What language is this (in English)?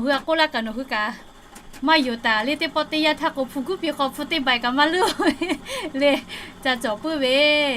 Lahu